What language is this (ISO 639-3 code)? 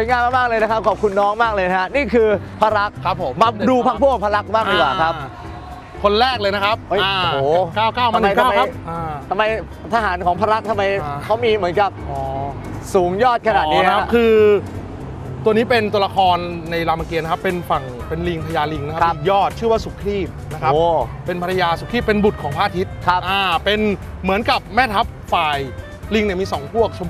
tha